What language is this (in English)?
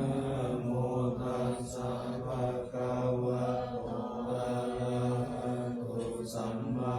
Pali